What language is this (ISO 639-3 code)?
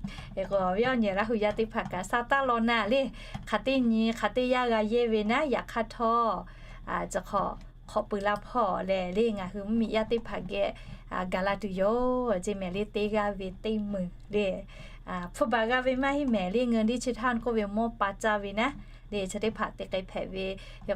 lhu